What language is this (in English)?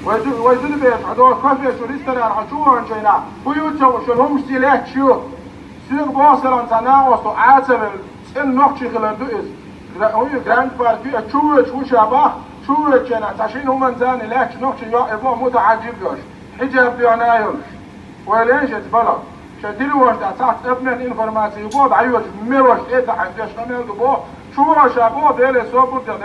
Chechen